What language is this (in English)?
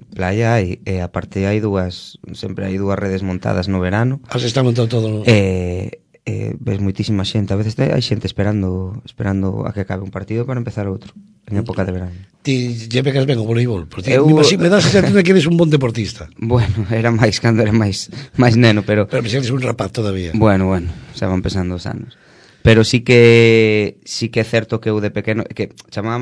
Galician